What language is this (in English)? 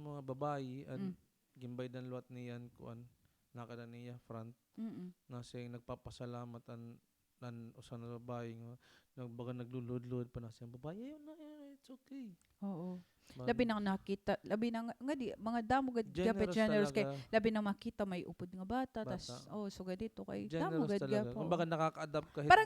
Waray